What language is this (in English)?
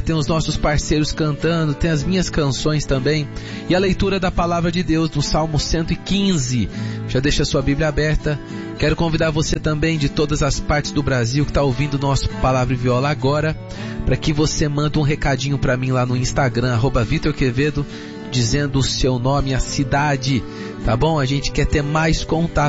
Portuguese